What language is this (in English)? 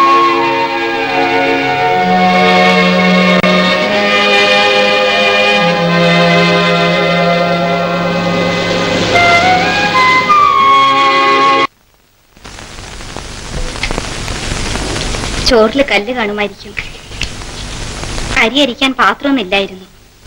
Malayalam